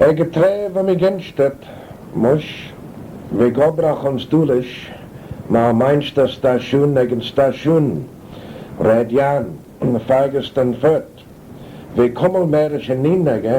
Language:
Manx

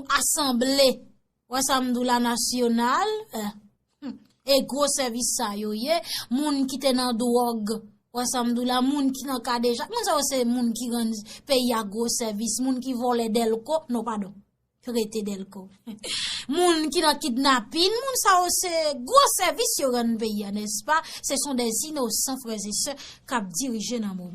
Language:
Haitian Creole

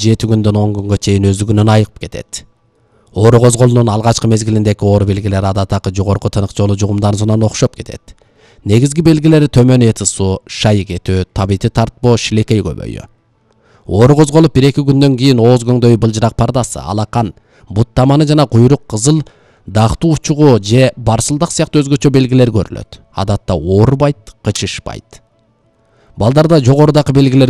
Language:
Kyrgyz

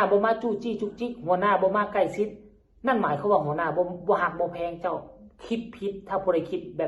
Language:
Northeastern Thai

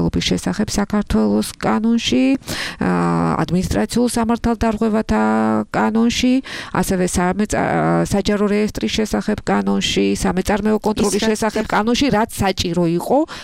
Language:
Georgian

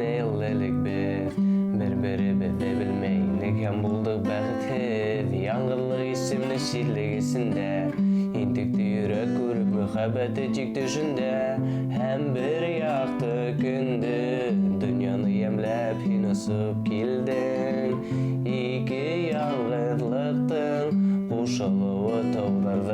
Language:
Bashkir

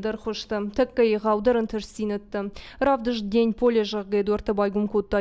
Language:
Ossetic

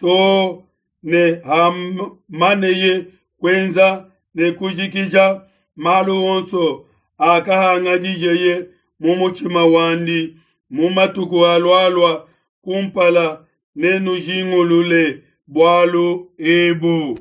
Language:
Luba-Lulua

